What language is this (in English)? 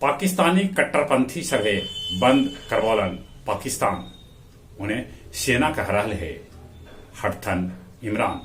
Magahi